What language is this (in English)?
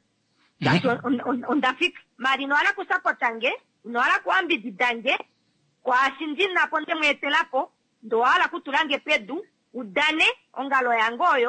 Kuanyama